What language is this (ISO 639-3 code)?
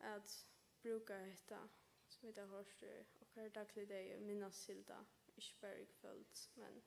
fao